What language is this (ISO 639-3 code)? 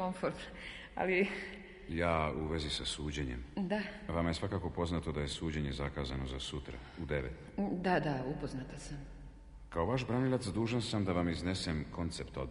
srp